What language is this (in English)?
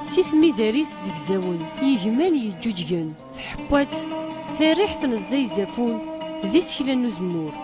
Kabyle